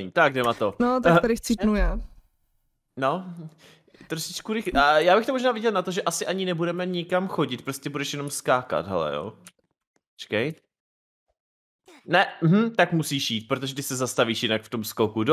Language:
Czech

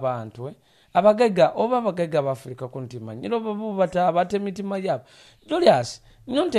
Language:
Nyoro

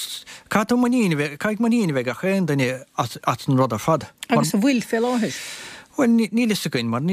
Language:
Irish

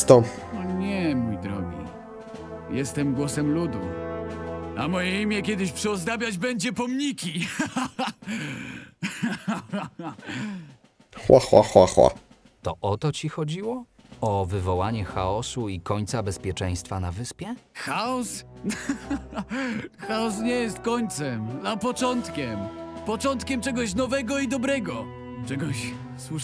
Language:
Polish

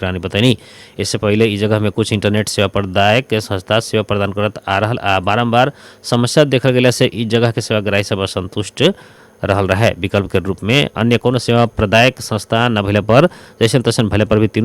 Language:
Bhojpuri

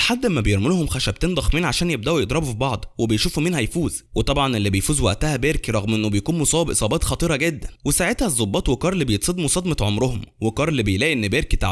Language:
Egyptian Arabic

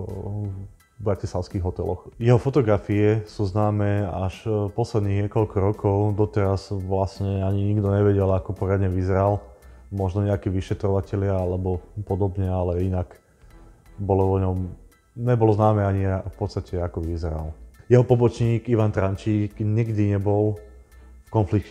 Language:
Slovak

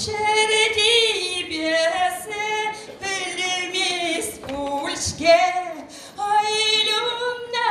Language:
Chuvash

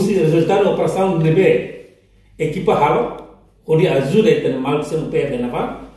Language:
Tetum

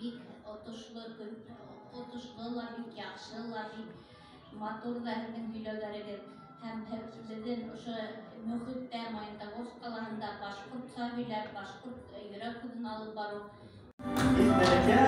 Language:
Bashkir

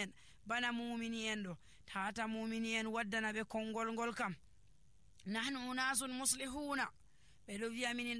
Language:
Nigerian Fulfulde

